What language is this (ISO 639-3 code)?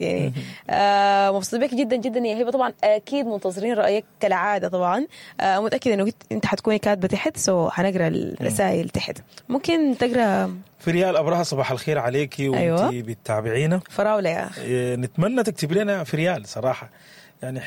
apd